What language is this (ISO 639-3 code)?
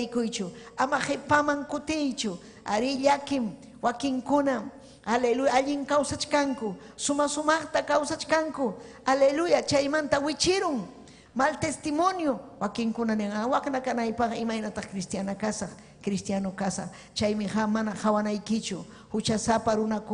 quy